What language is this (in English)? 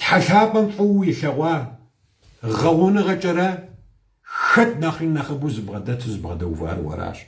Kabardian